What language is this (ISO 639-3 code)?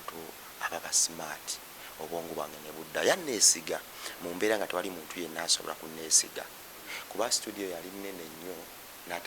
lug